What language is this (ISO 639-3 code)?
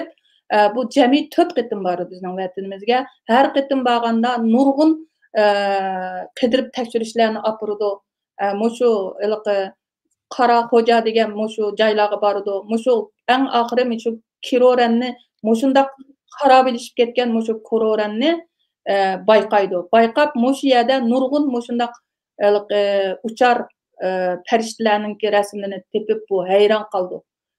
uig